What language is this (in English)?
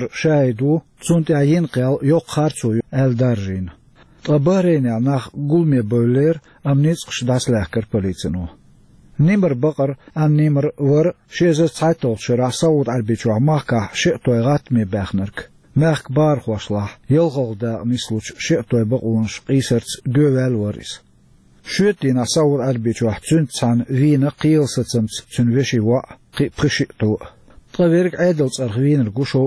Chechen